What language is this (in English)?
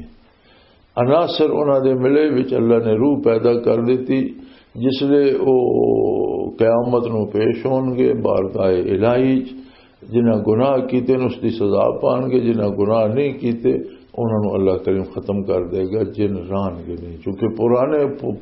Western Panjabi